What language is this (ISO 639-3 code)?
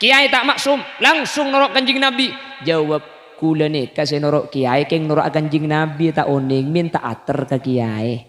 mad